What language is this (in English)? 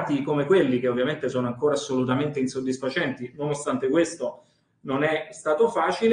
Italian